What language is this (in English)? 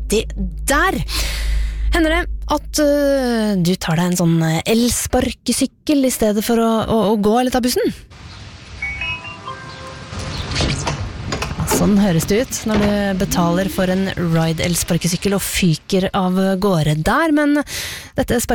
Norwegian